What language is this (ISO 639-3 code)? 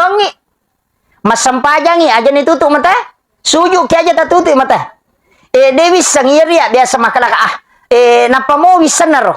bug